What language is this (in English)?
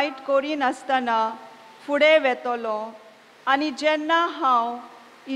Konkani